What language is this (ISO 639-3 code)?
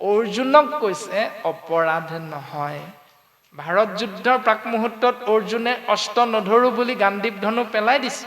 asm